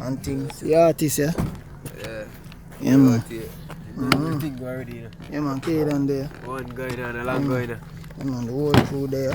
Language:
Jamaican Creole English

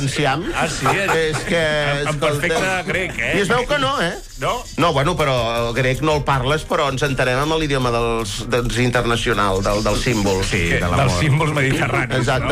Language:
Catalan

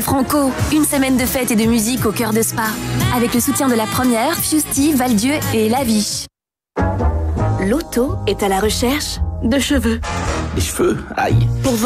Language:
French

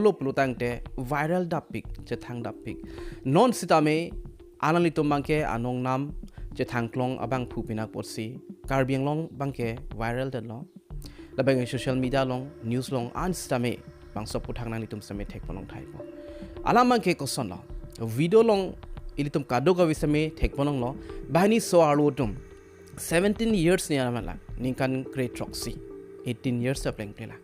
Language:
Karbi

